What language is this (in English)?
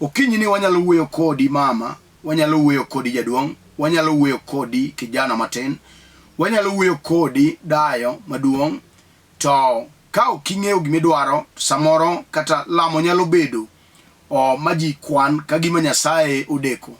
Luo (Kenya and Tanzania)